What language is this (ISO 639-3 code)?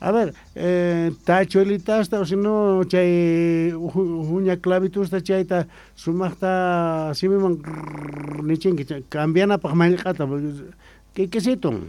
quh